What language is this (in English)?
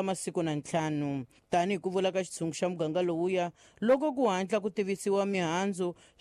Tsonga